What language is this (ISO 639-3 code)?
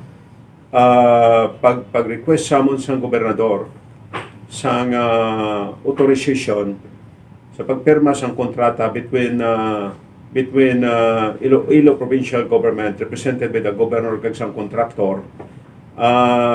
hil